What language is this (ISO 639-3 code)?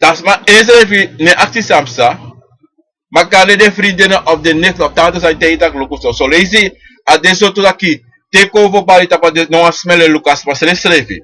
srn